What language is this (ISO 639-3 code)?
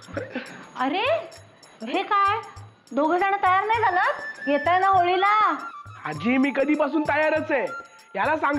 mar